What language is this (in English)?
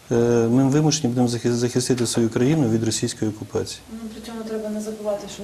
Ukrainian